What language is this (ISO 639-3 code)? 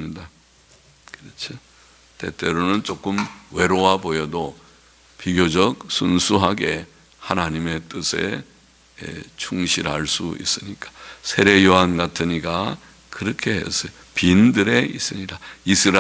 kor